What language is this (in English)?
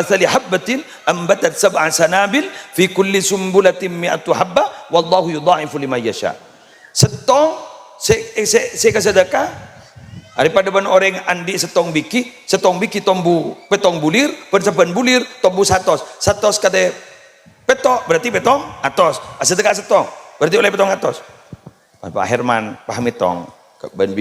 Madurese